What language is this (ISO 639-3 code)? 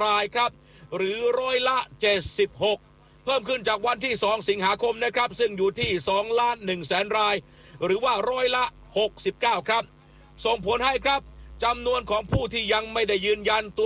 tha